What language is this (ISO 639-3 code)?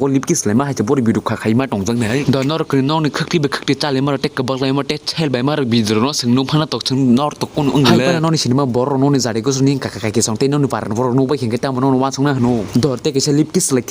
trp